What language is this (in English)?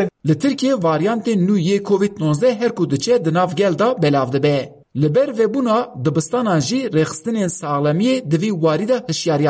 Kurdish